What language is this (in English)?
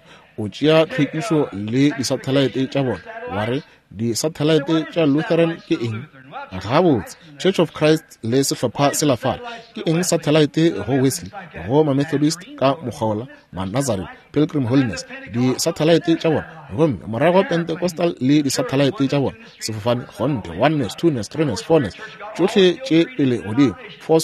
Northern Sotho